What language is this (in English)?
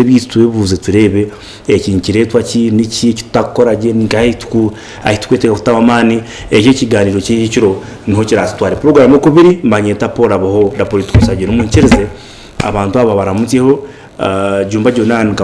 Nyankole